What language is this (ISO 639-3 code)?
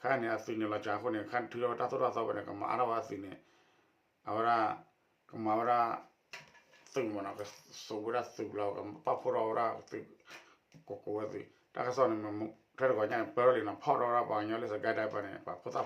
ksw